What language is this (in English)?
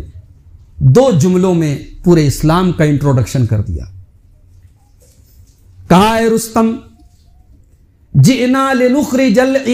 Urdu